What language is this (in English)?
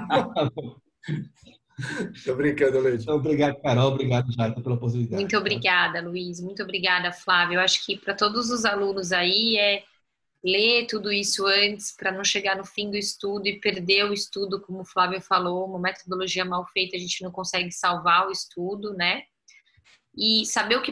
Portuguese